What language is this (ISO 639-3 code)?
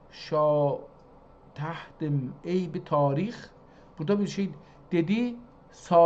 azb